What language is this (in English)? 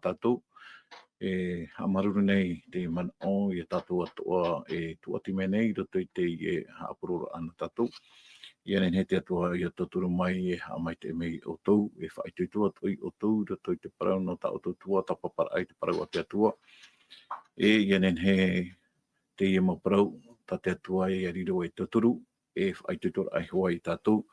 Tahitian